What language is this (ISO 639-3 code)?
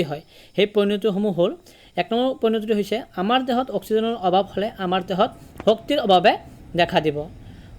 asm